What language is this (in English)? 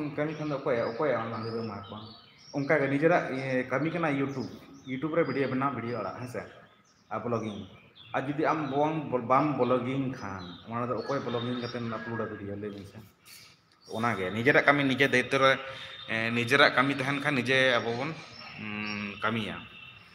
Santali